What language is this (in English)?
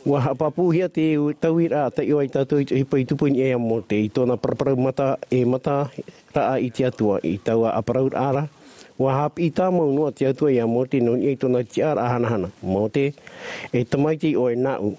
Tahitian